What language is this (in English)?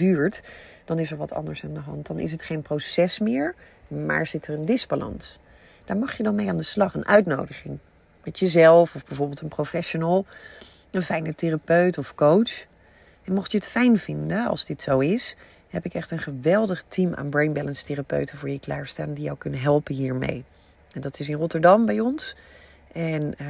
Dutch